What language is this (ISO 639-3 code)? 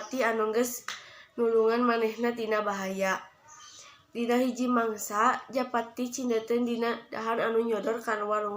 sun